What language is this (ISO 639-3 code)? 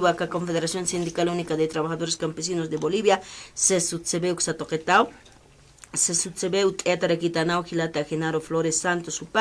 aym